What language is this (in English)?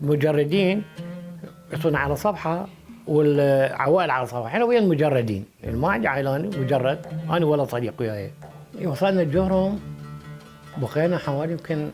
Mesopotamian Arabic